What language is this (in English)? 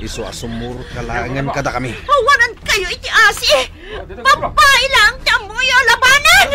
Iloko